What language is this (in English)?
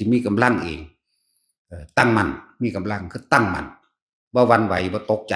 Northeastern Thai